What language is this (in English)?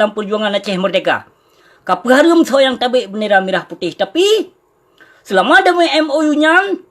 Achinese